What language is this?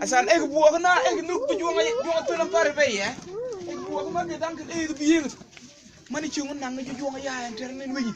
Mabaan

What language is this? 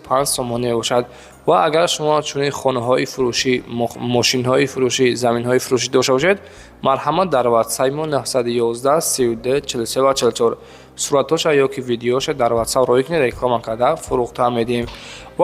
Tajik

